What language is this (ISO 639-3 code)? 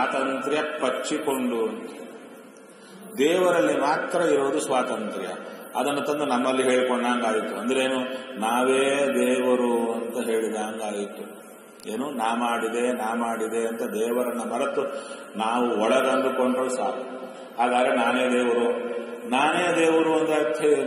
kan